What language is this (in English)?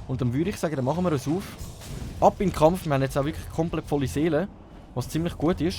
Swiss German